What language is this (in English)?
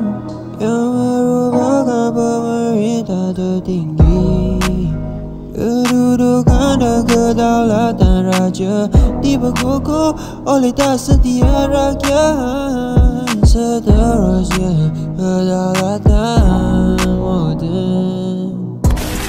Malay